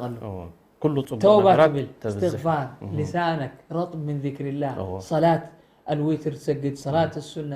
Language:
Tigrinya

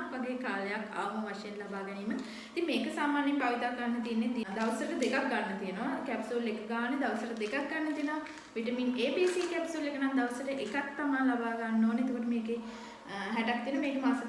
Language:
Sinhala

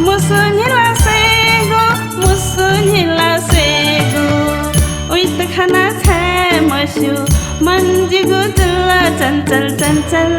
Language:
Newari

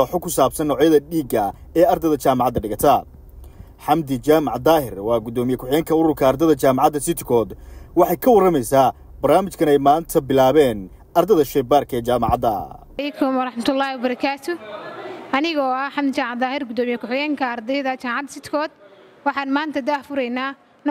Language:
Somali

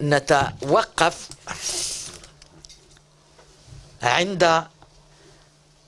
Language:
Algerian Arabic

